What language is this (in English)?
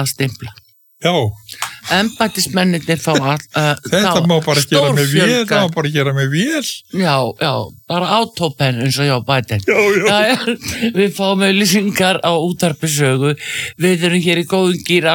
Icelandic